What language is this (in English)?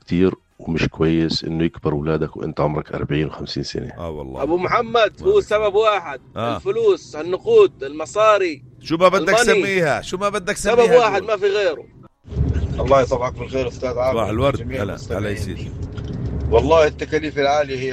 North Levantine Arabic